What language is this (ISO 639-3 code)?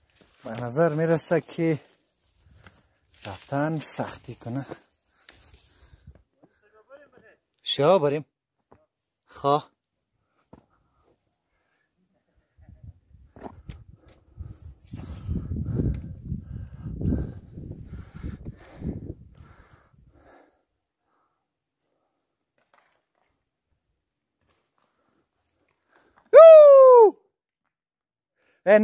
fas